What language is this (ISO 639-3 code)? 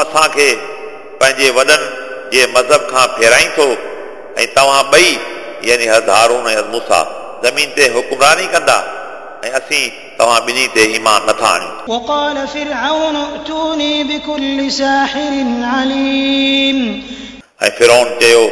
snd